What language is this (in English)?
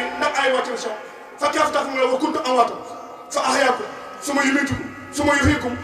Wolof